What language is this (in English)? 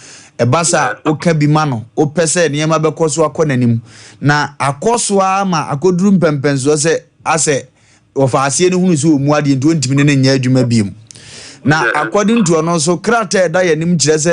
Akan